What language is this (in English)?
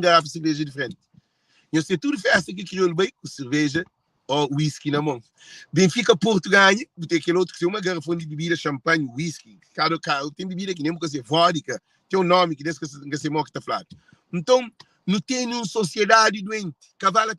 Kabuverdianu